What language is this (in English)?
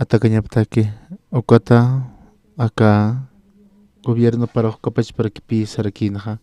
Aymara